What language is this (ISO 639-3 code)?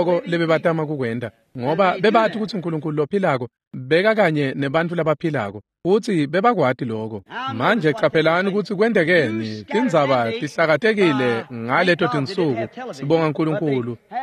ssw